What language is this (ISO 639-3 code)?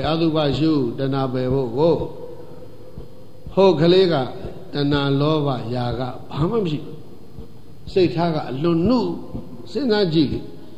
mya